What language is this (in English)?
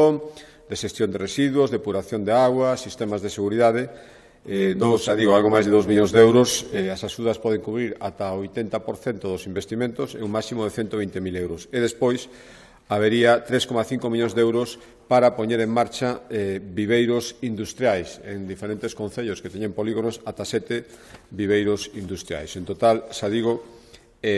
Galician